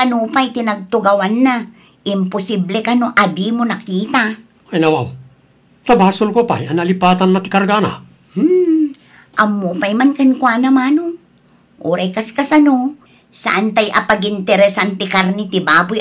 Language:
Iloko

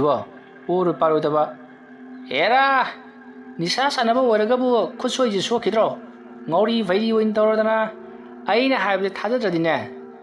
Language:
Manipuri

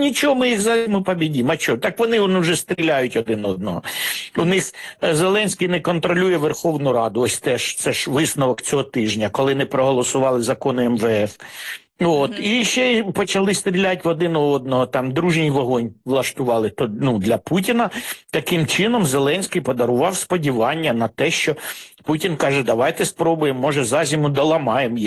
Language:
Ukrainian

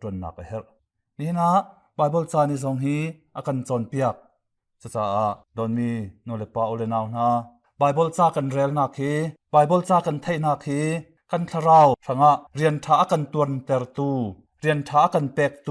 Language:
Hakha Chin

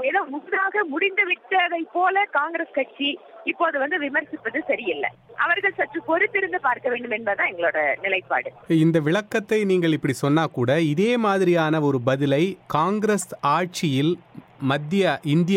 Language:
Tamil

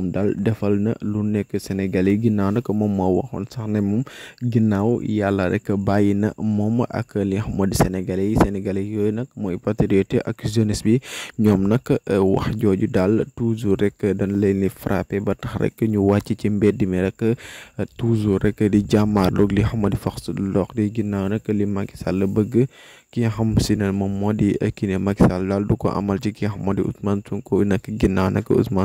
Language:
Wolof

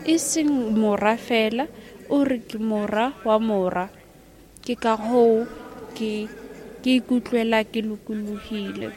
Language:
Southern Sotho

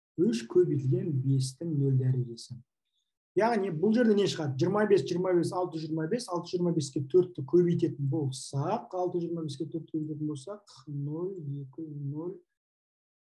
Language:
Kazakh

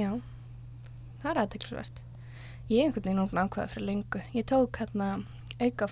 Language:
Icelandic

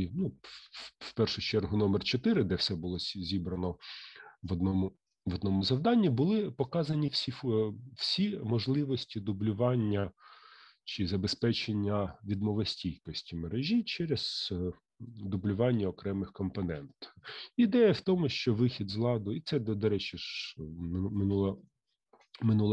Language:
Ukrainian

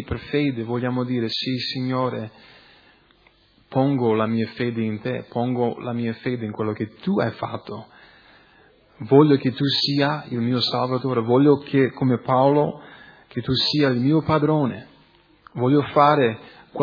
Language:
Italian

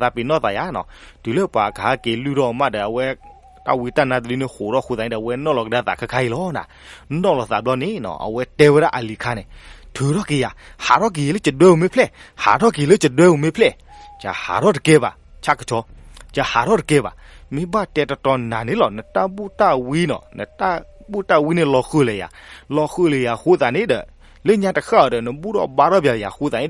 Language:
S'gaw Karen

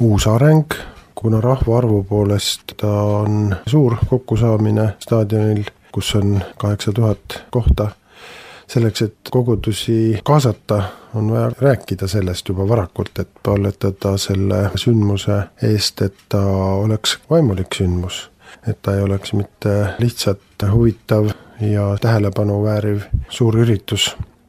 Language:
Estonian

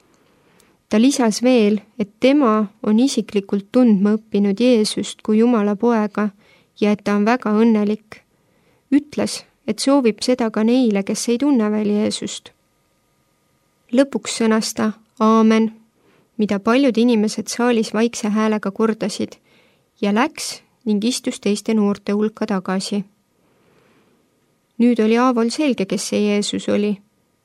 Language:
Estonian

